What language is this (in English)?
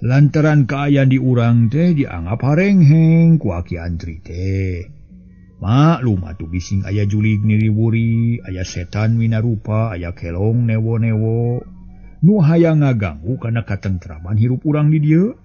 Sundanese